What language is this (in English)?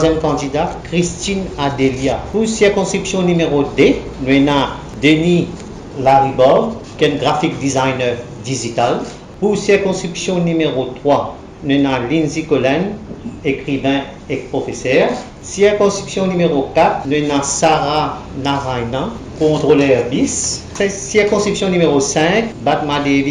Morisyen